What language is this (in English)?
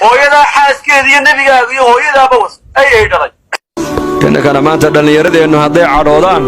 Somali